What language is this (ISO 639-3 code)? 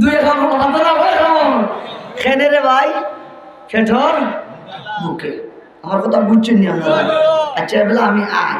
syl